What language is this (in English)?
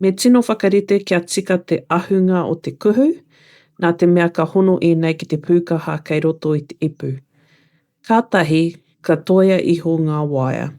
Māori